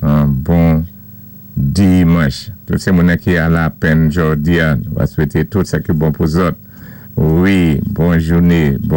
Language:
Saint Lucian Creole French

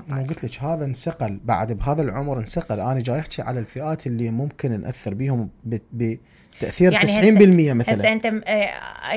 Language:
Mesopotamian Arabic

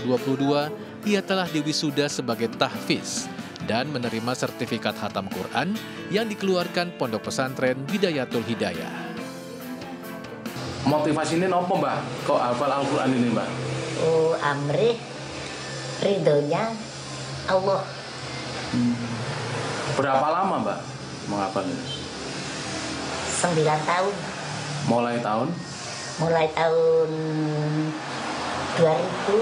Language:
Indonesian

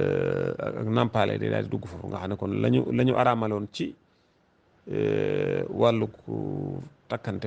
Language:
Wolof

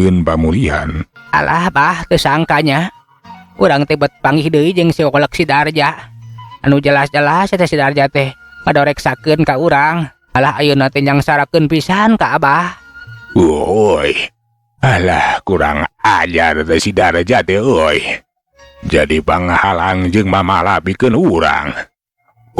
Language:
Sundanese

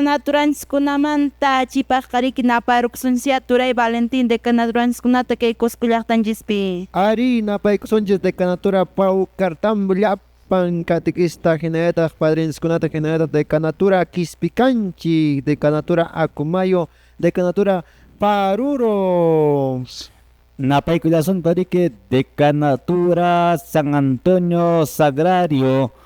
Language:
Quechua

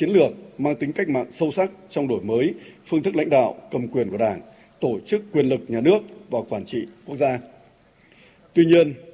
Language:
Vietnamese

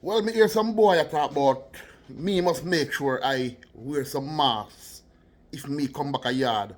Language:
Jamaican Creole English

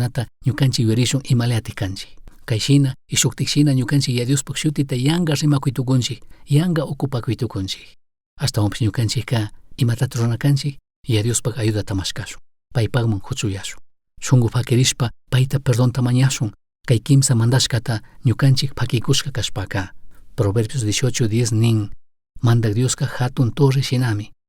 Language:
Chimborazo Highland Quichua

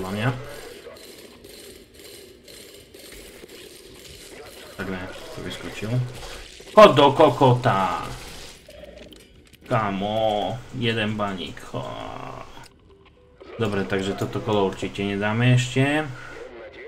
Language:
Slovak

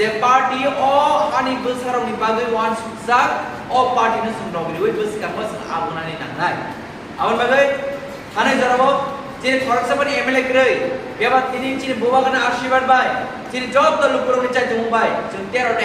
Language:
Kok Borok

